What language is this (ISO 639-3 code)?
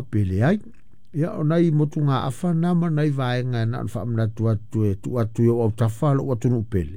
smo